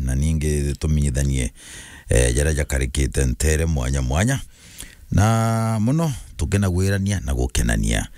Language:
Meru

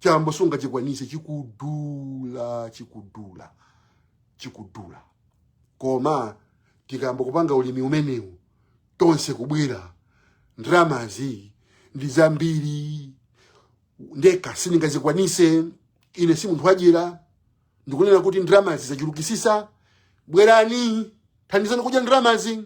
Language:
Nyanja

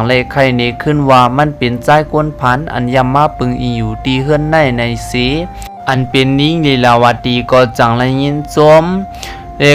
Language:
Shan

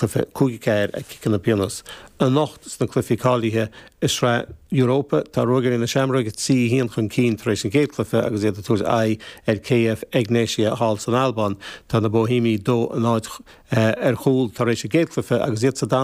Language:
Irish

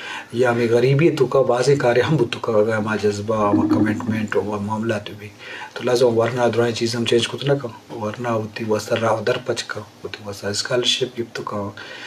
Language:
Eastern Balochi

